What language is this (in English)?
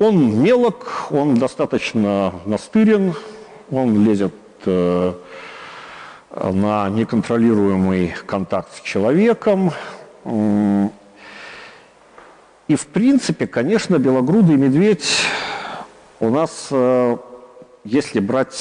Russian